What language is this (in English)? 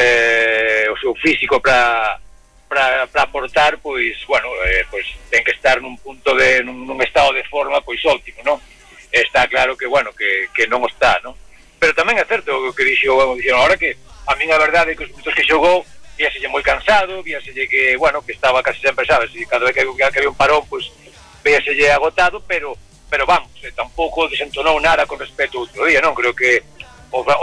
Galician